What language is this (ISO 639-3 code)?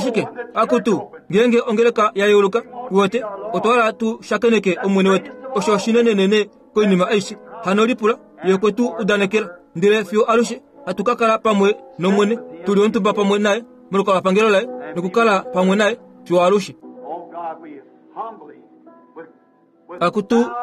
kua